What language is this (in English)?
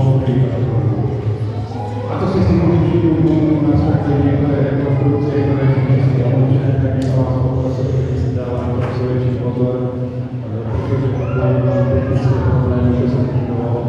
Slovak